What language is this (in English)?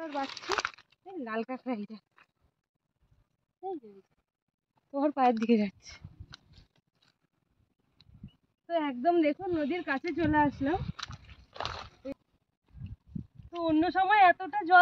Bangla